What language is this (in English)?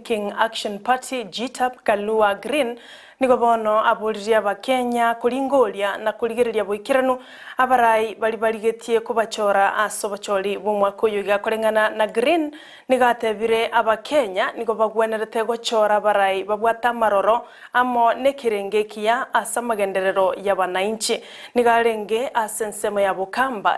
Gusii